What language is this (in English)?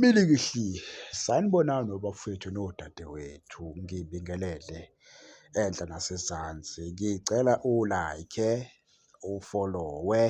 Zulu